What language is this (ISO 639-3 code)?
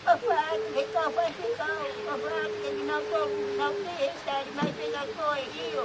ton